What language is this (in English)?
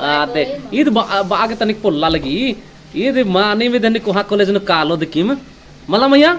Kurukh